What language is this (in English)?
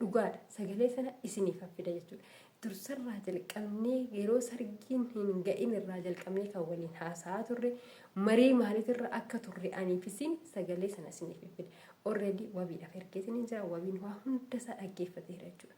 Oromo